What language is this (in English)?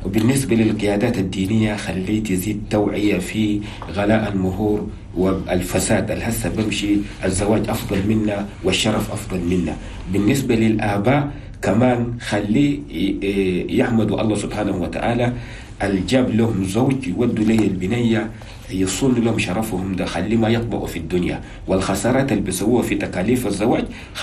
Chadian Arabic